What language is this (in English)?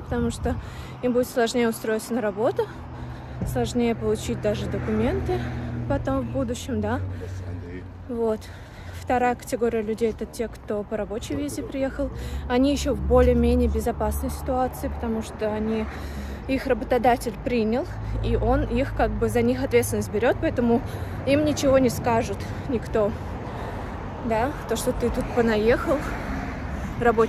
Russian